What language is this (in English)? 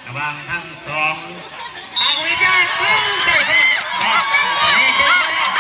Lao